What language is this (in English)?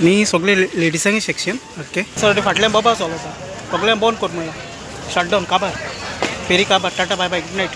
Konkani